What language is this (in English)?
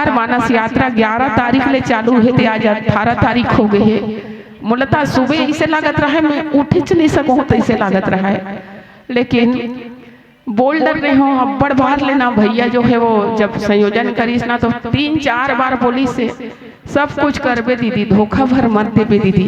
Chhattisgarhi